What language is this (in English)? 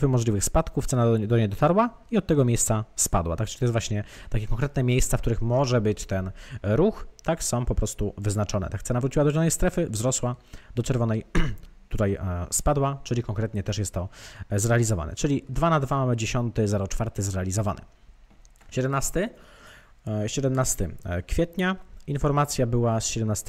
Polish